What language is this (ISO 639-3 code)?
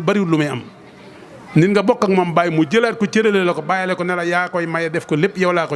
wol